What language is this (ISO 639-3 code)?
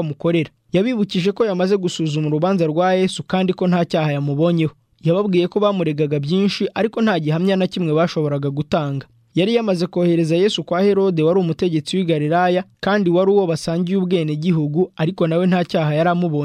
kin